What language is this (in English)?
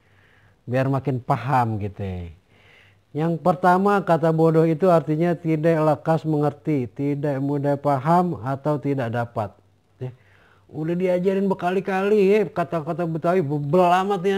Betawi